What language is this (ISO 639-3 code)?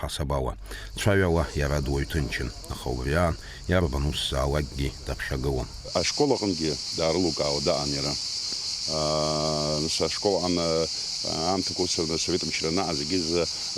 abk